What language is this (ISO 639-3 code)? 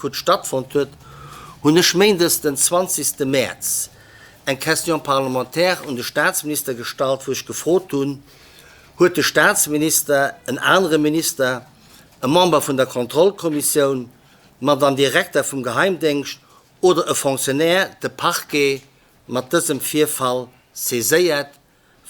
ltz